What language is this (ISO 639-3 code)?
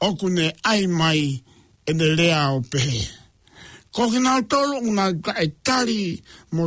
ton